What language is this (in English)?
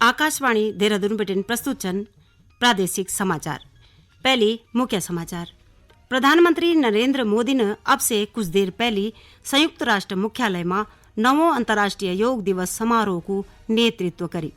Garhwali